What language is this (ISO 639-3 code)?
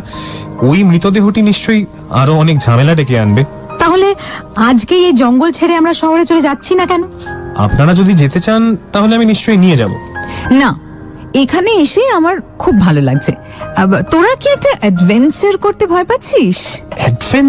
ben